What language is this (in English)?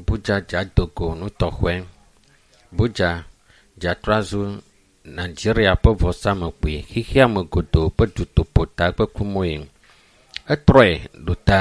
Ewe